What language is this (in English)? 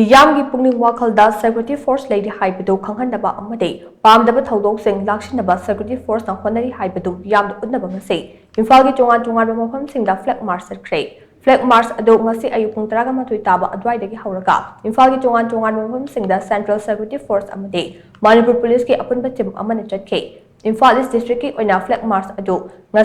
Manipuri